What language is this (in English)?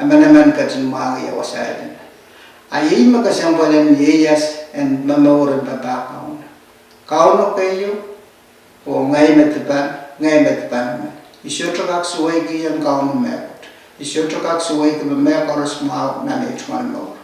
Pohnpeian